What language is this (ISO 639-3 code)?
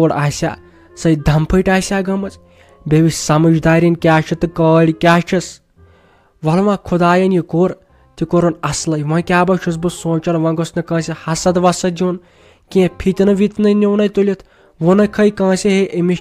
kas